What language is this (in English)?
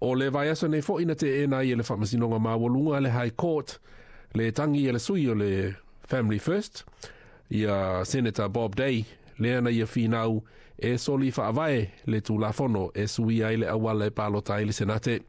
Samoan